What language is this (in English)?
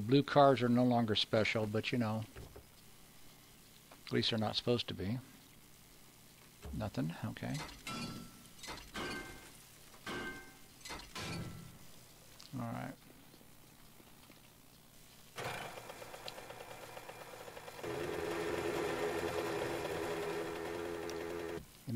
English